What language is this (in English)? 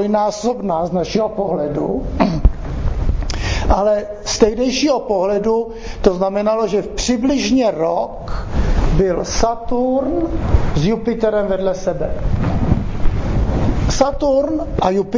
Czech